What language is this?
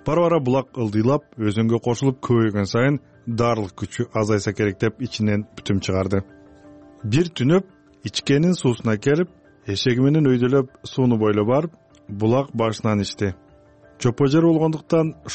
Kyrgyz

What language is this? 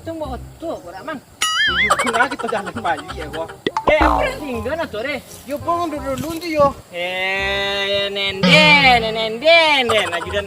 Minangkabau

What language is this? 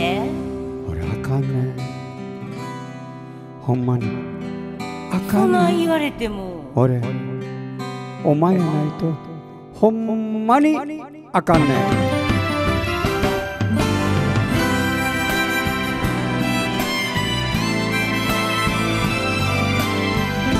Japanese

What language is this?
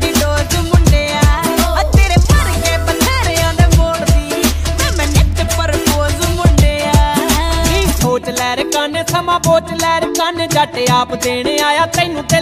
Punjabi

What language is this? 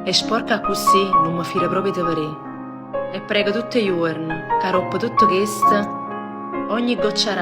Neapolitan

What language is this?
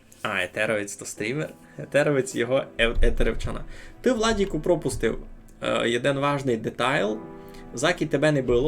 Rusyn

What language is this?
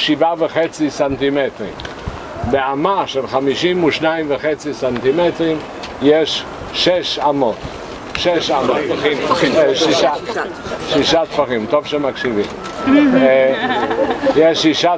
Hebrew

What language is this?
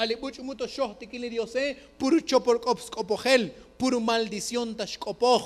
Tzotzil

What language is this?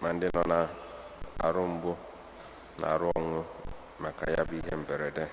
Igbo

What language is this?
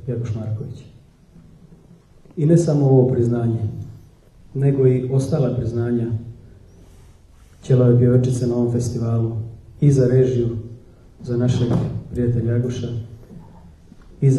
Serbian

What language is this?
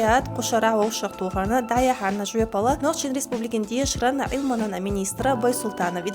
Chechen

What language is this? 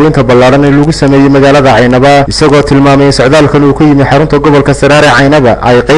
Somali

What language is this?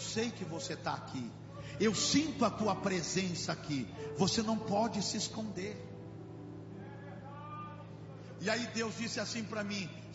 Portuguese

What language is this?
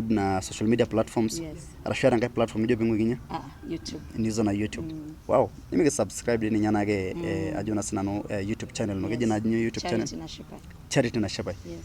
Masai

